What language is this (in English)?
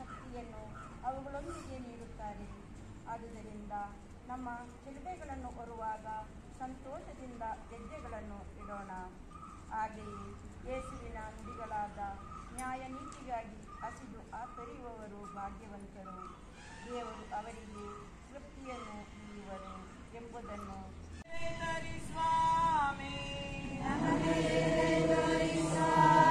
Kannada